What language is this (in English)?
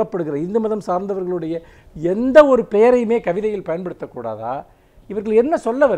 Tamil